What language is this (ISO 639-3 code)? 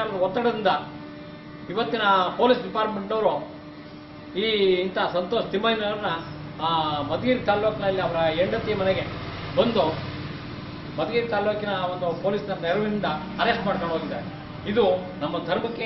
kan